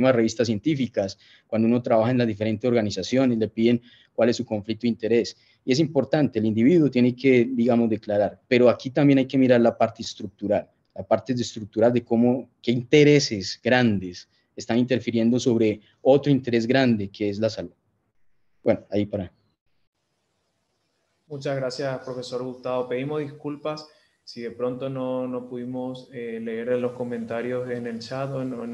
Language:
Spanish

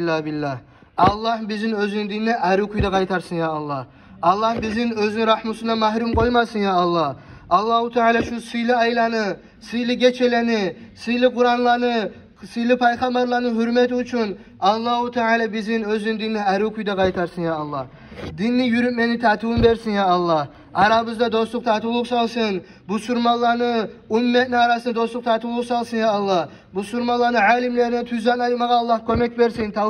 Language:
Kumyk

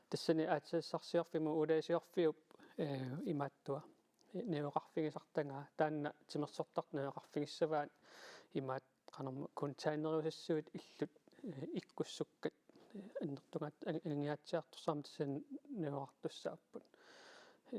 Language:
Kalaallisut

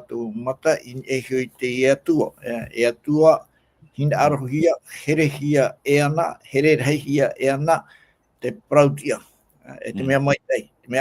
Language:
Tahitian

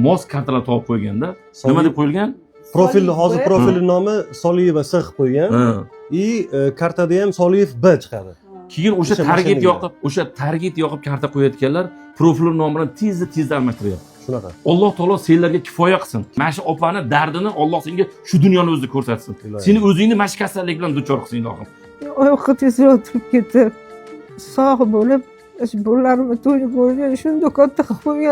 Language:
Uzbek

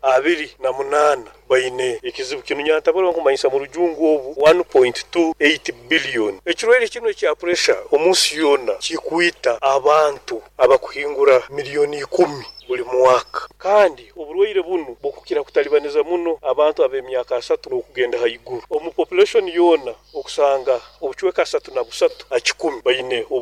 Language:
Nyoro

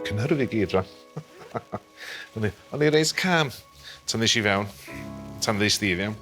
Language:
Welsh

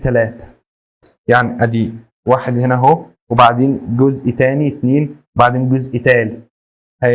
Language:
Egyptian Arabic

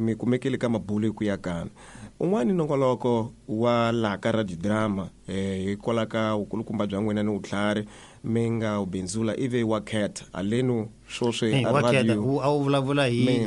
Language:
Tsonga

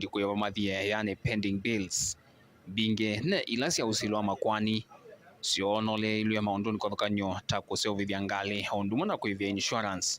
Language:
Kamba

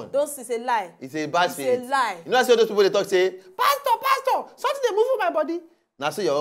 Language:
Nigerian Pidgin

